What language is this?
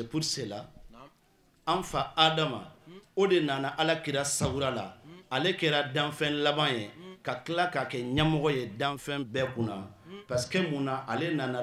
Bambara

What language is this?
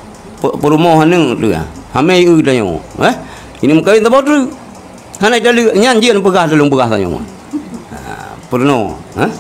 Achinese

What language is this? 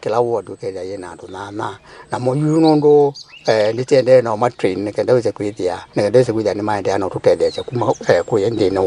Kamba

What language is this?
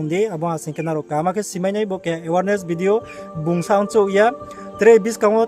Riang (India)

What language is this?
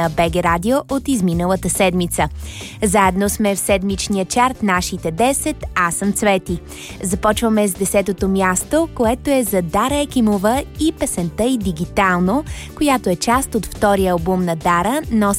Bulgarian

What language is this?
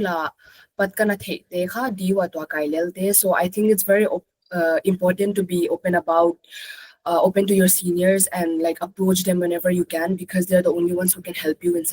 Paite Chin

